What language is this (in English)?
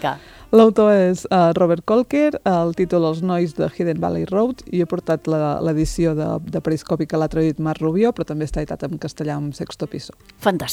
Catalan